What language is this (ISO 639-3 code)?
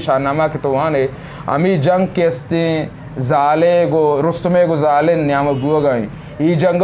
bgp